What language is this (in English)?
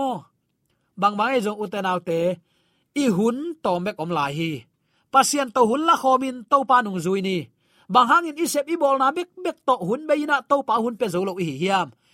Tedim Chin